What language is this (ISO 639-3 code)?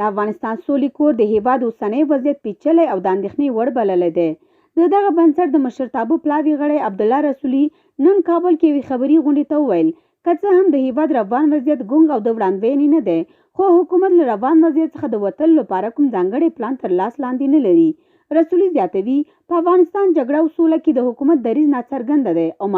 pus